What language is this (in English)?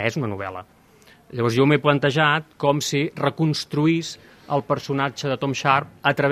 Catalan